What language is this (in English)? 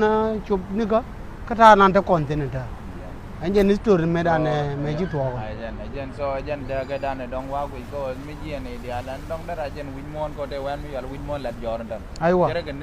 Nuer